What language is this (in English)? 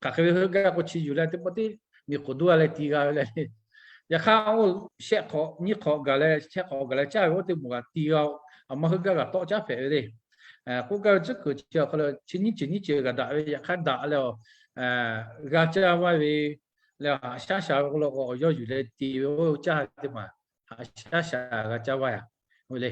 Lahu